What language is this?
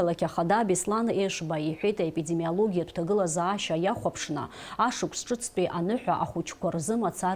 Abkhazian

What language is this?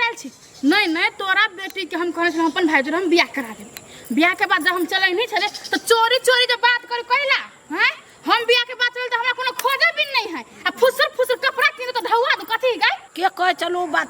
Maithili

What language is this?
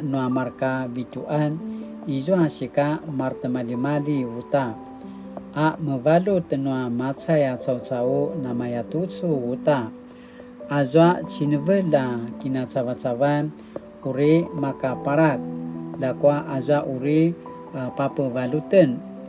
Paiwan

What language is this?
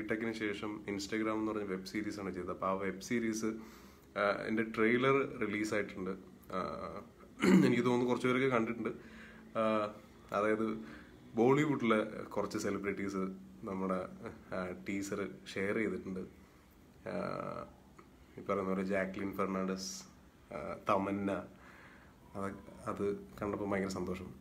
Malayalam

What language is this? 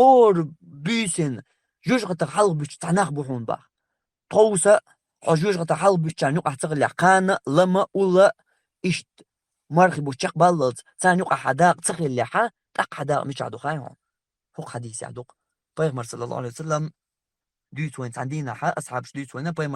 Chechen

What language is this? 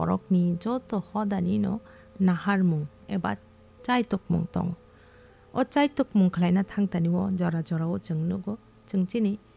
Kok Borok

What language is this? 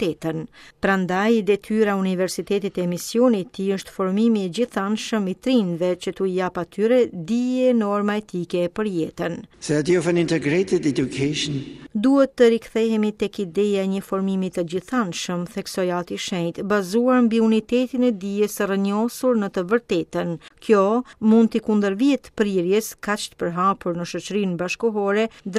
Albanian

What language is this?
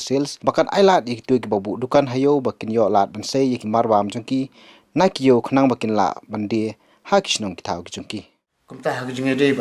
Khasi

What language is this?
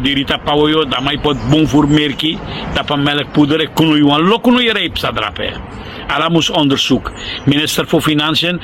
Sranan Tongo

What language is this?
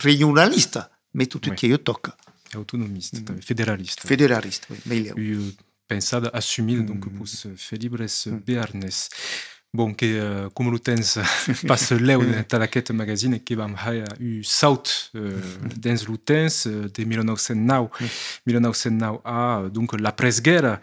Occitan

